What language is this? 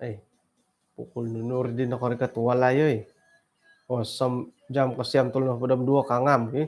Central Dusun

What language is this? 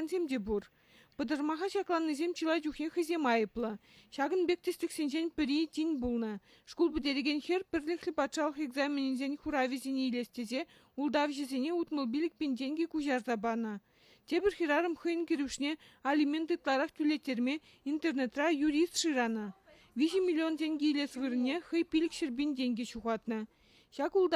Chuvash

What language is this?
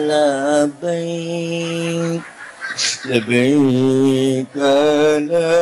Betawi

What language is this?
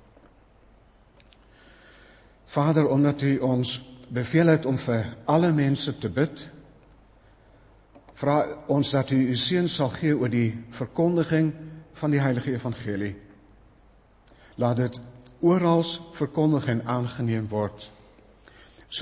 Afrikaans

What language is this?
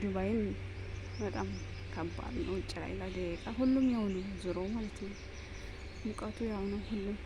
Amharic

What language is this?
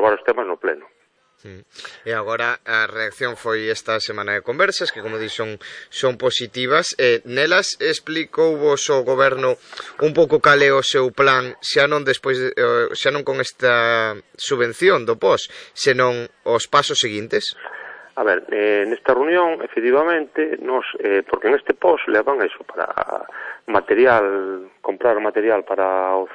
Galician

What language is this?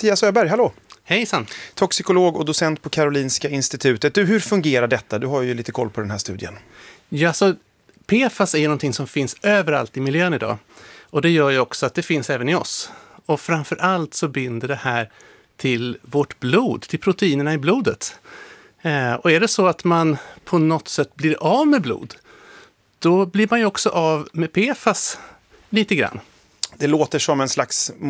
Swedish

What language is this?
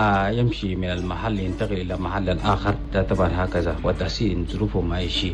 Chadian Arabic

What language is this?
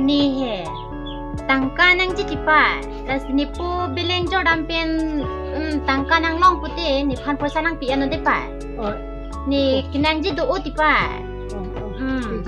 Karbi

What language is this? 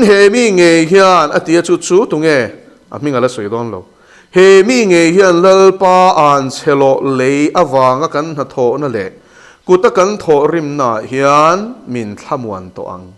Mizo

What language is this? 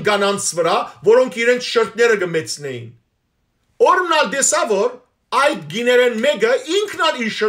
Western Armenian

